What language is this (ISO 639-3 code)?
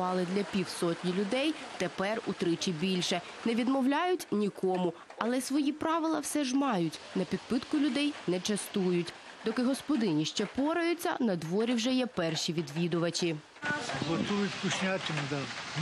ukr